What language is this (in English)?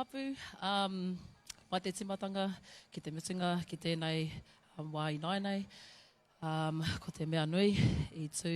Māori